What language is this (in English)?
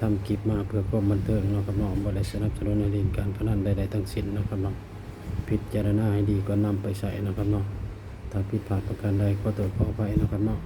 Northeastern Thai